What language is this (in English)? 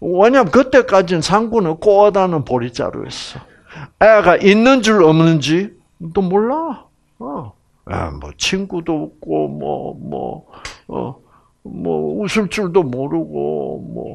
Korean